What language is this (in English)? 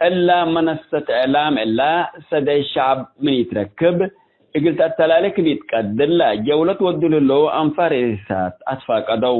Tigre